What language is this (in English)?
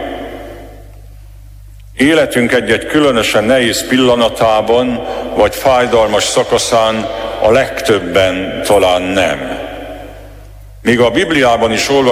Hungarian